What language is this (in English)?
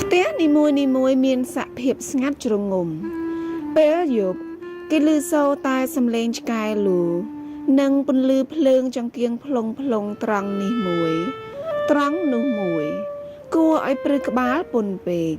Khmer